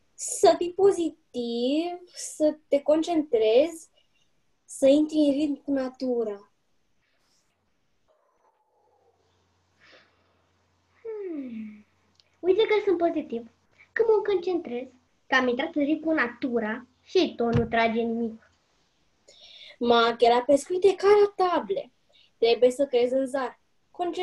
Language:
Romanian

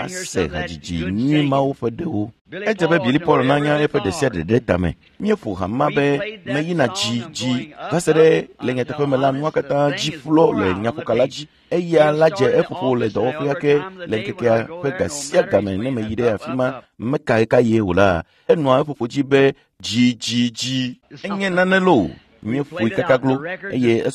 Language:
Ewe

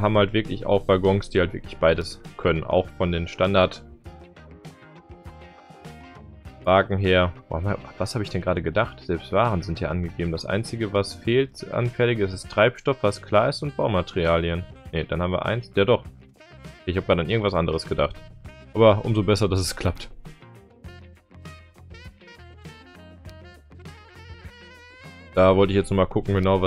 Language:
German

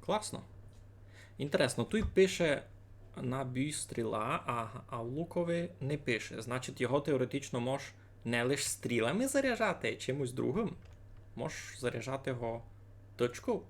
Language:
Rusyn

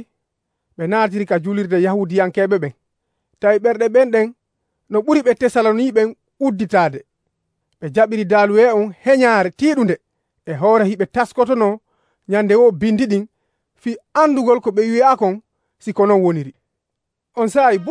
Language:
Nigerian Fulfulde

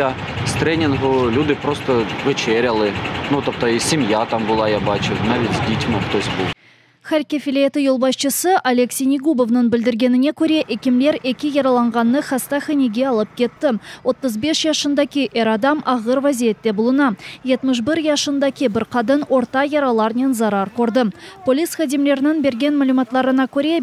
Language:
Crimean Tatar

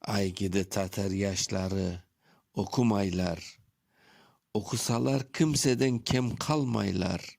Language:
Crimean Tatar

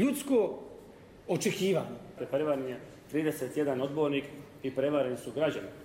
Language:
Bosnian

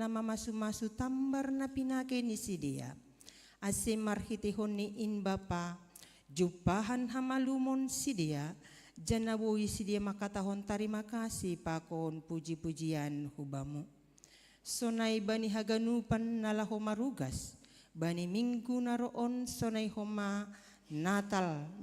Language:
Batak Simalungun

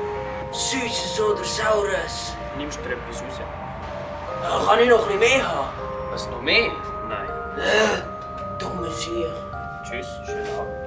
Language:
Swiss German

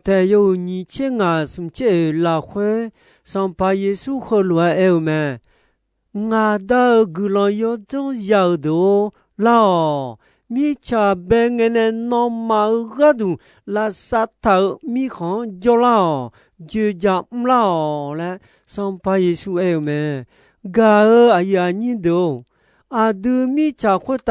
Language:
Akha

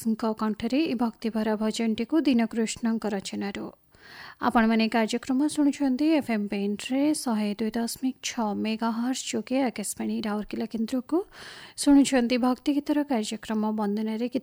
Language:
Odia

